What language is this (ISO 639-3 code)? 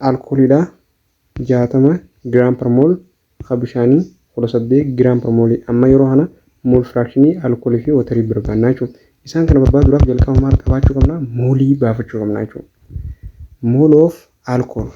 orm